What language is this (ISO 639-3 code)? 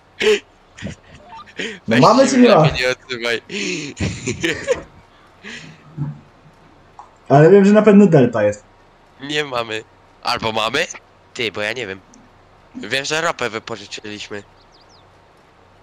pol